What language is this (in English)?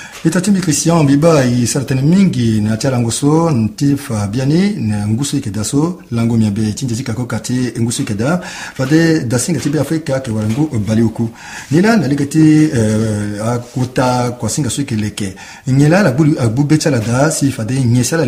Sango